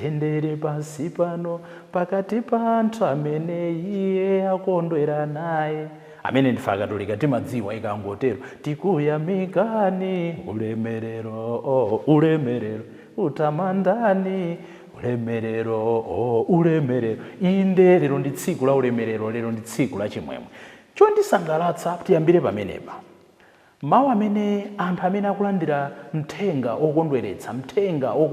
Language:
Nyanja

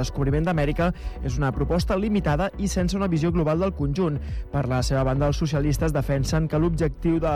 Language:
Catalan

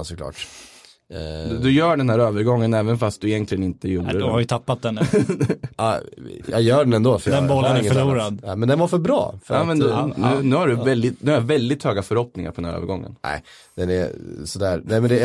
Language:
Swedish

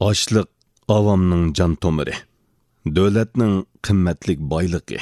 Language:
Uyghur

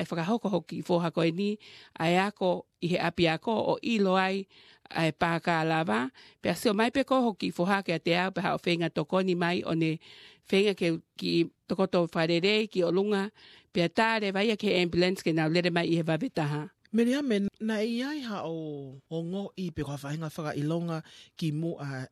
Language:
Tongan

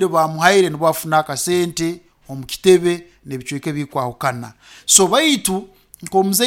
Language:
Nyoro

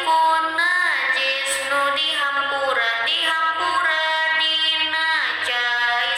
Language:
Sundanese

